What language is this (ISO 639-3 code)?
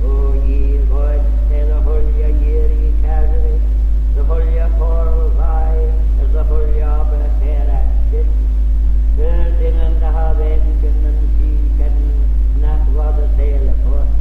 glv